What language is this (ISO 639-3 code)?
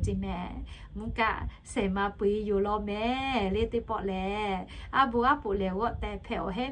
lhu